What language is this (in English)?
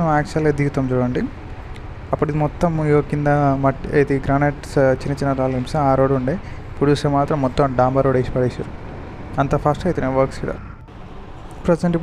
Telugu